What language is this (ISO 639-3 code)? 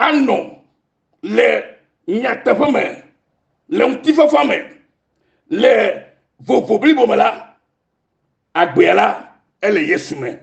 ewe